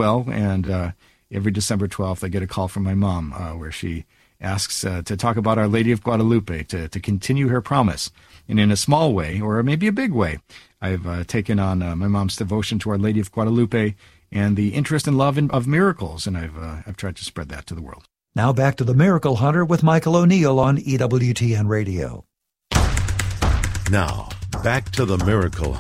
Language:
English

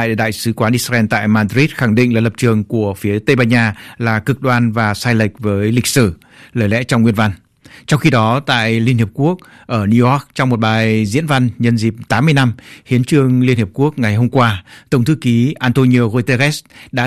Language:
Vietnamese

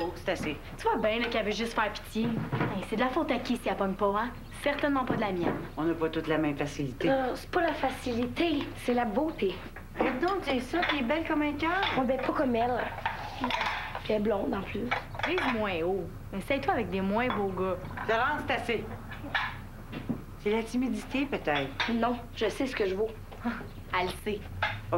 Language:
French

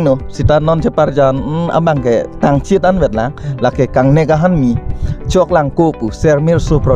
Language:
Karbi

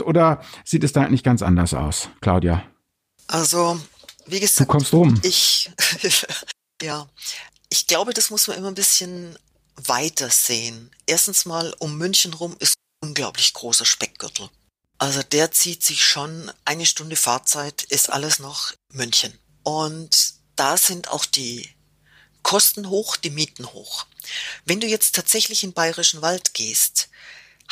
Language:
German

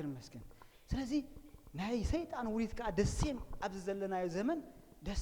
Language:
Tigrinya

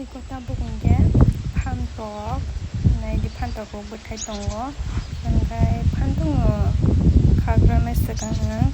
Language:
Kok Borok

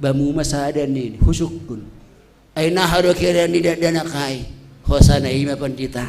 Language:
Batak Simalungun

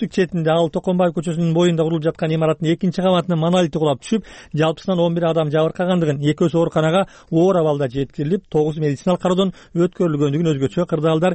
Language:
Kyrgyz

